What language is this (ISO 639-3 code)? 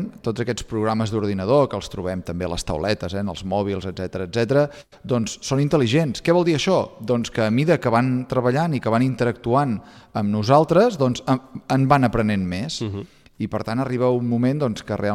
cat